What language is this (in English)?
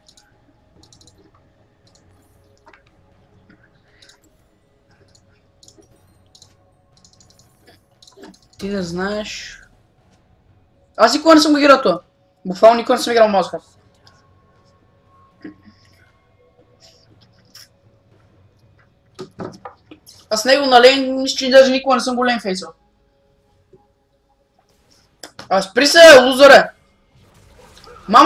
Bulgarian